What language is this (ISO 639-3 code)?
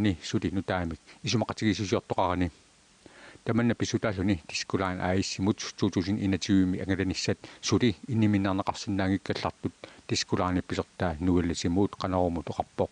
kal